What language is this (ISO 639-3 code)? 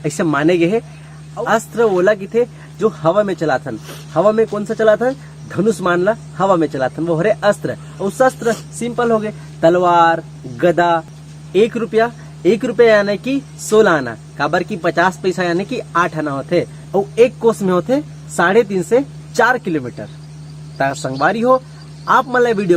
hne